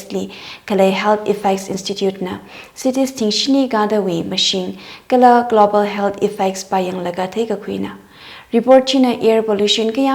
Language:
Tangkhul Naga (India)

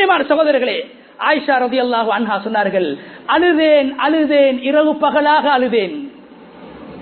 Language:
Tamil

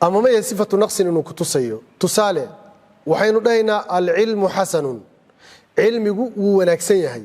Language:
Somali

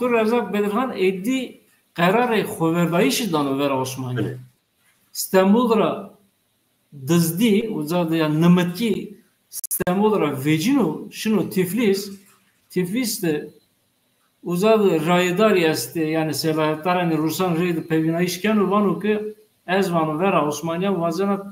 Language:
Zaza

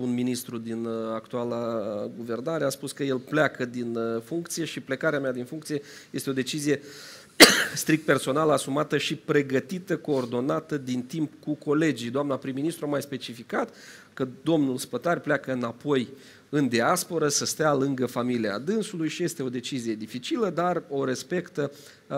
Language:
Romanian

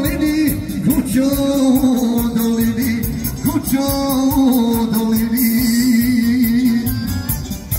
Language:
Croatian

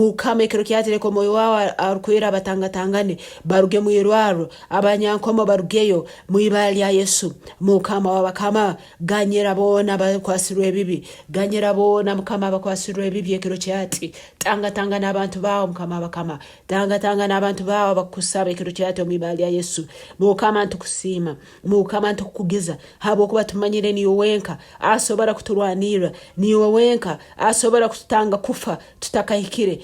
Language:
Nyankole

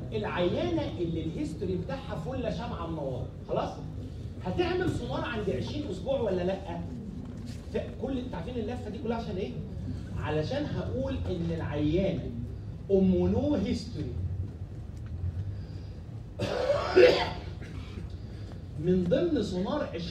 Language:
Egyptian Arabic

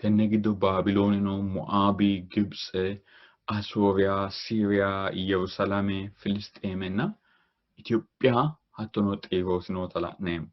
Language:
Sidamo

